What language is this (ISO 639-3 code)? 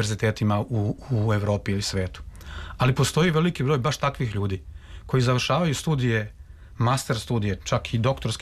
srp